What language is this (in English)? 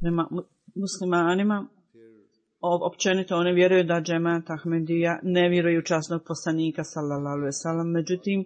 Bosnian